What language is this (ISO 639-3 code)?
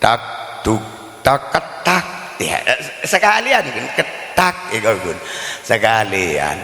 mad